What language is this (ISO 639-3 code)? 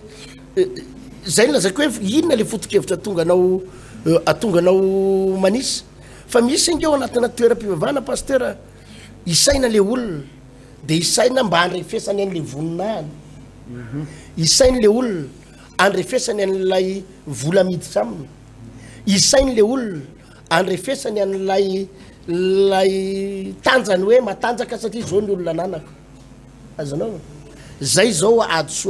mlg